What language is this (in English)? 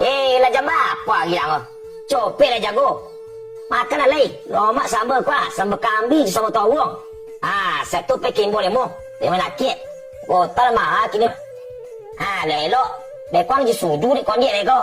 Minangkabau